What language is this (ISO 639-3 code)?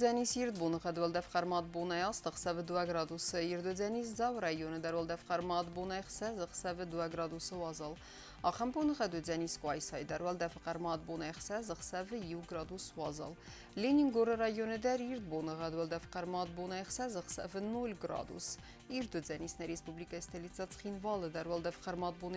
oss